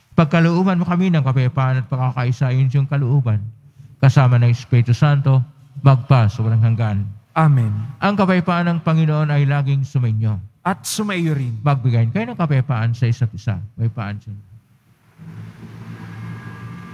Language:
Filipino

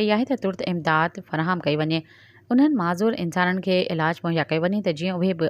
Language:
Sindhi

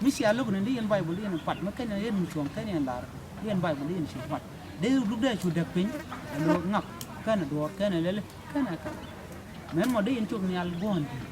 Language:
Nuer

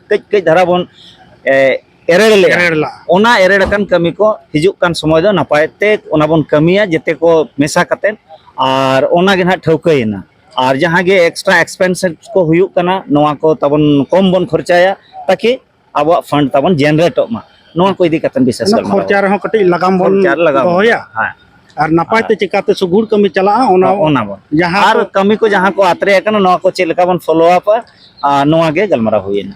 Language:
Santali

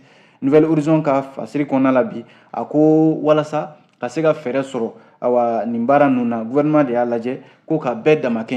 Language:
Bambara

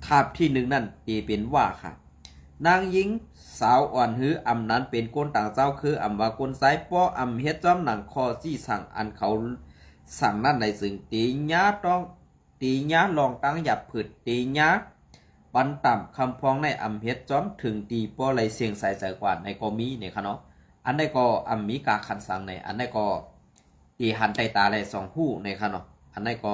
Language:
Shan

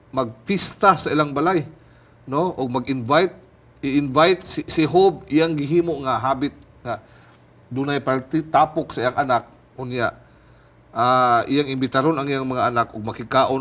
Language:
Cebuano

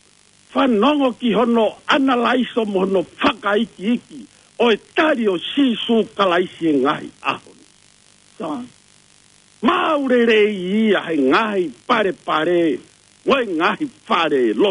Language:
Tongan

